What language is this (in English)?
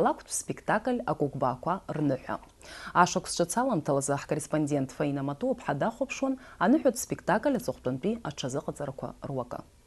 Abkhazian